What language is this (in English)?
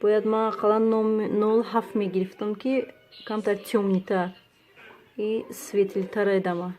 Tajik